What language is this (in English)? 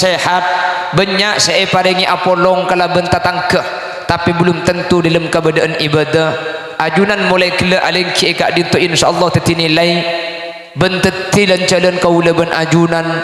Madurese